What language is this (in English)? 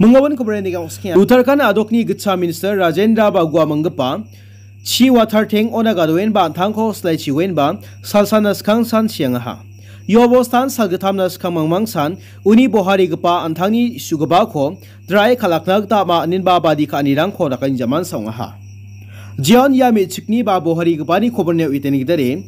Garo